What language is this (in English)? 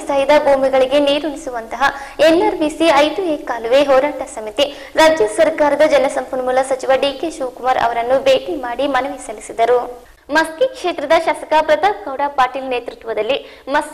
Kannada